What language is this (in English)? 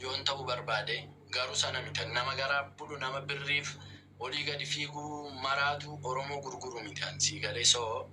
Oromo